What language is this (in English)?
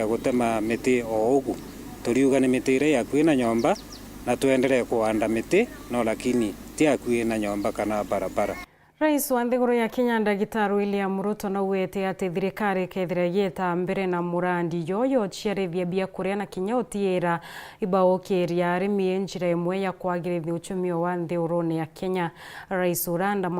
Meru